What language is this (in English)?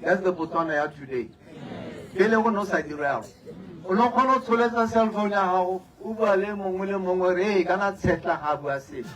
Tswana